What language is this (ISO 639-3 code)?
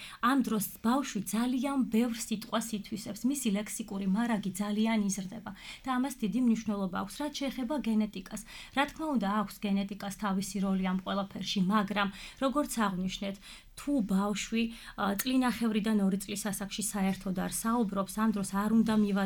kat